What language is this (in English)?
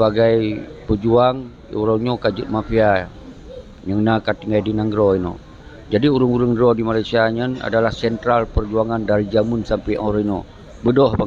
Achinese